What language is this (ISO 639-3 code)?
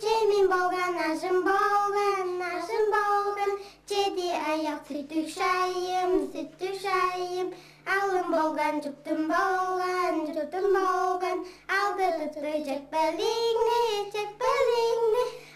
tyv